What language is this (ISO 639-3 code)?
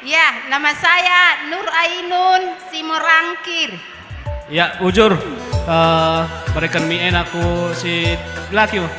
btx